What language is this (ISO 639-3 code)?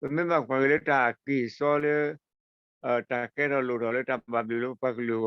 ksw